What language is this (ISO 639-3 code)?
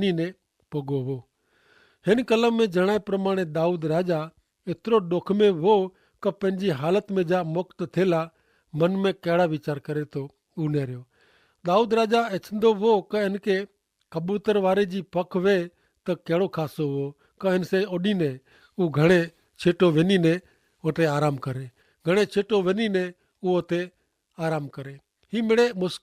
kfr